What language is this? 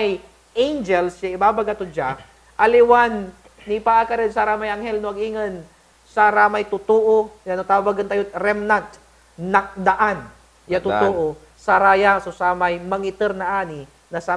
Pangasinan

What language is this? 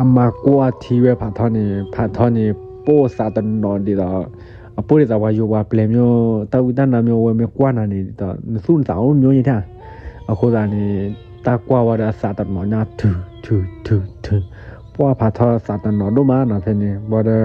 S'gaw Karen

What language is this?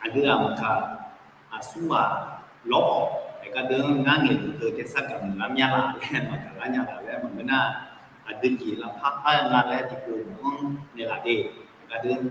Akha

